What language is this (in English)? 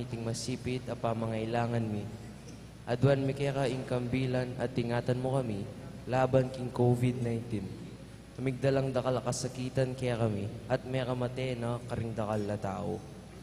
Pampanga